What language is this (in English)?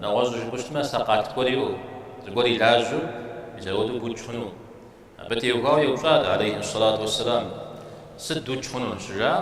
Kabardian